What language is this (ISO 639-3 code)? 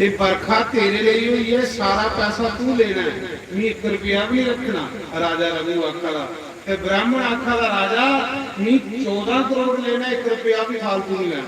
doi